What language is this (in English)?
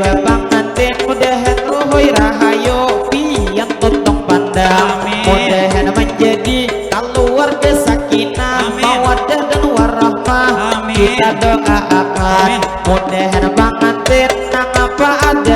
Banjar